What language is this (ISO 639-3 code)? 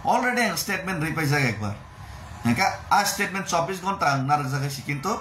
trp